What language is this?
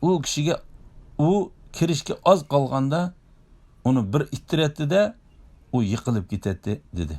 Uyghur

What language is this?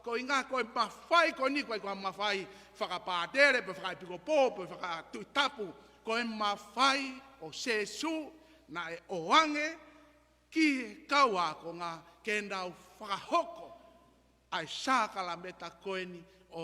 Tongan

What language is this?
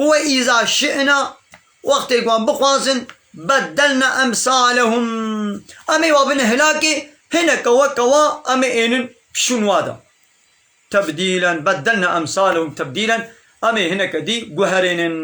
Kurdish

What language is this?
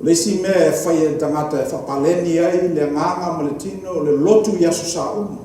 Samoan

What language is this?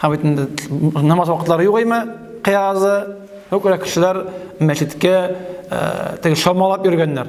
Tatar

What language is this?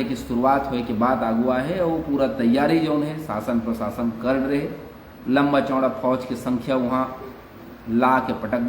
Chhattisgarhi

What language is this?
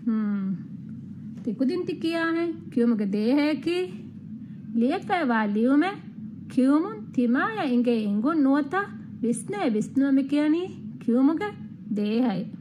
Divehi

